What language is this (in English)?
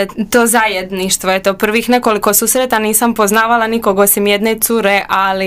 Croatian